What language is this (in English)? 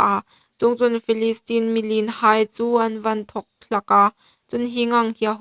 Hmar